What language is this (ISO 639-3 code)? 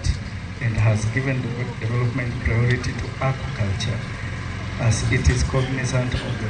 luo